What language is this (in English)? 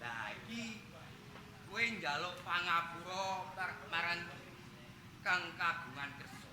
Javanese